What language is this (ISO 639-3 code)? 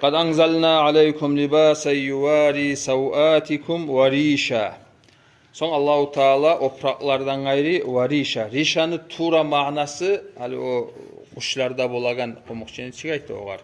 kum